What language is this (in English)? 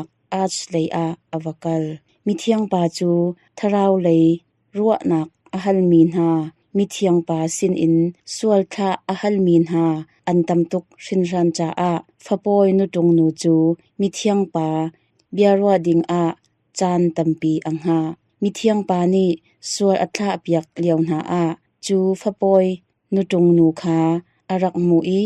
Hakha Chin